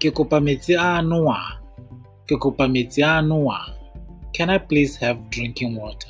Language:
Tswana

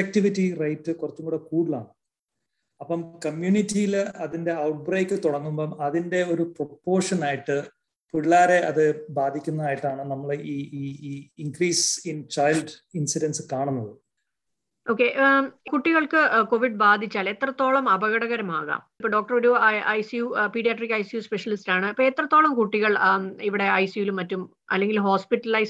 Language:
Malayalam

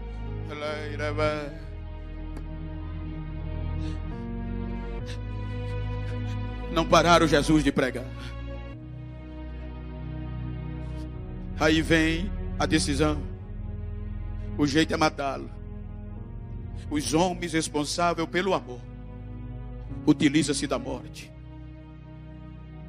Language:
Portuguese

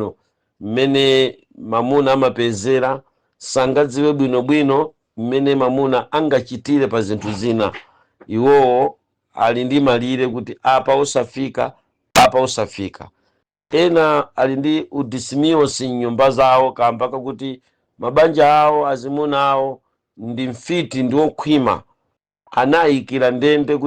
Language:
Nyanja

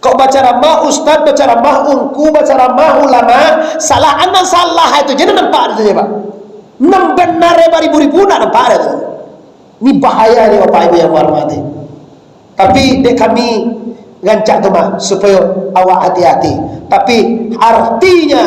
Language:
Minangkabau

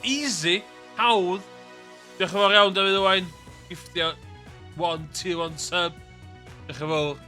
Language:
Welsh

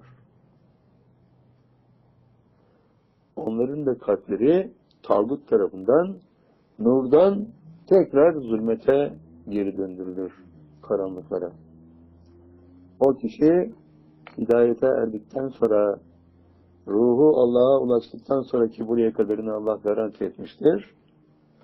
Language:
Turkish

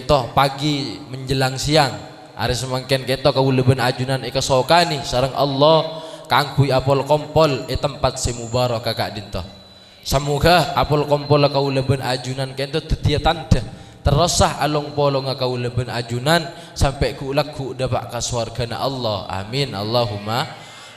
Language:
Madurese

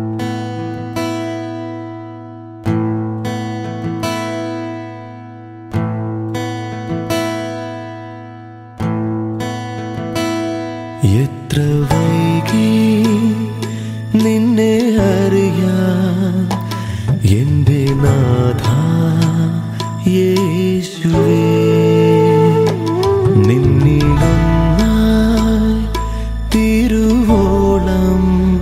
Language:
Malayalam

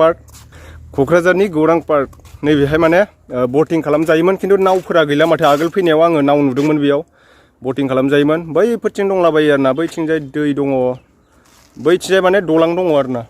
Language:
Bodo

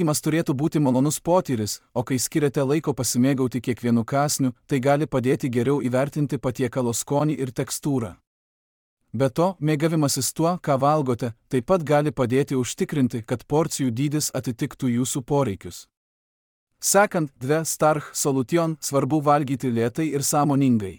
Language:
Lithuanian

